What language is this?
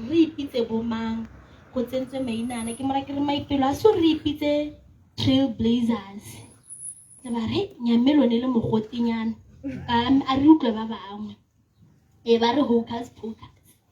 Tswana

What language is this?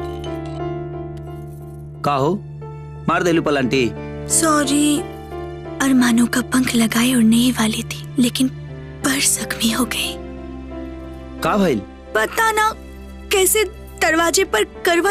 Bhojpuri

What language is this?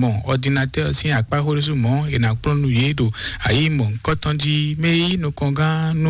Fon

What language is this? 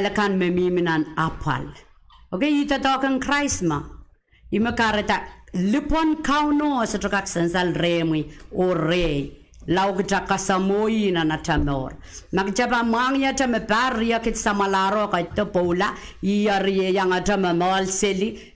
Pohnpeian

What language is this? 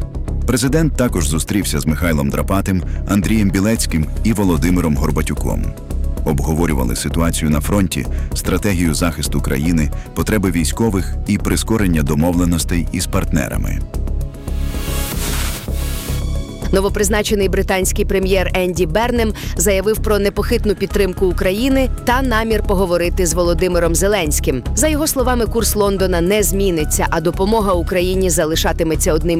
Ukrainian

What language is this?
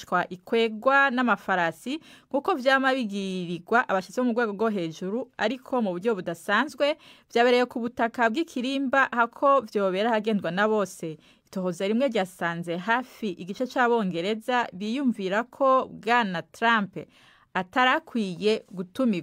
Rundi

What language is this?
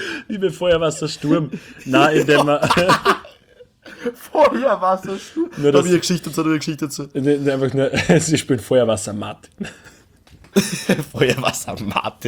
German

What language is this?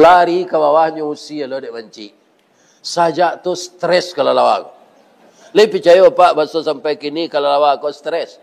Minangkabau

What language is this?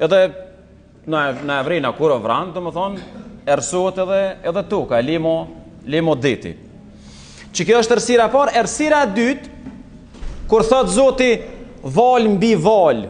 Albanian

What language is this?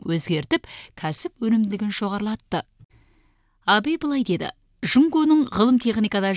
Kazakh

